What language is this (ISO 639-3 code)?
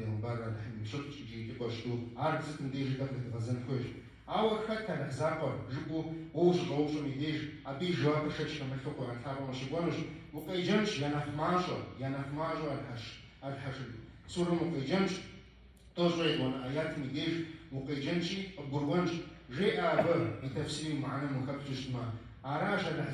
kbd